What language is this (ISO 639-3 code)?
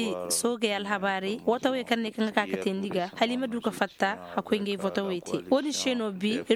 ses